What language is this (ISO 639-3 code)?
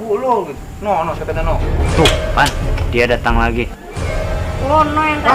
bew